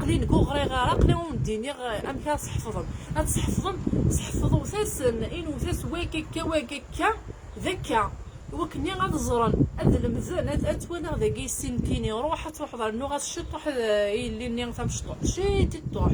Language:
Kabyle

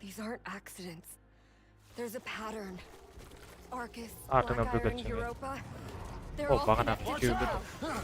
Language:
Kara-Kalpak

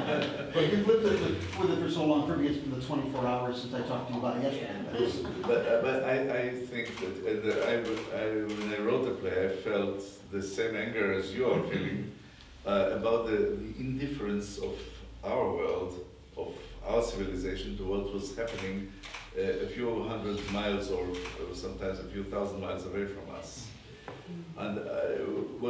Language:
English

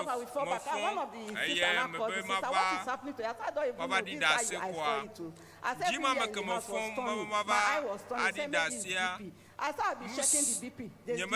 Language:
Ewe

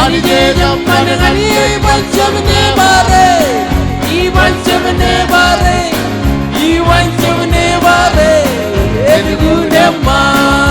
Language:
Marshallese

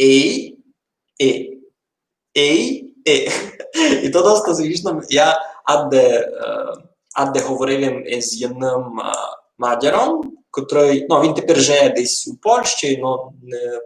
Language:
Rusyn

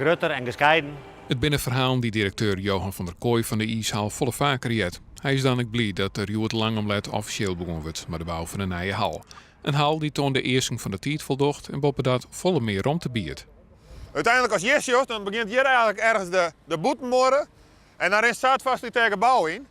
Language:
Western Frisian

